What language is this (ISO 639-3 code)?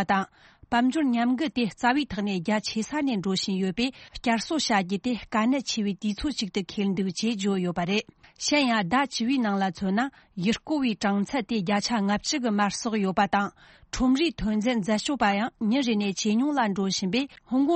bod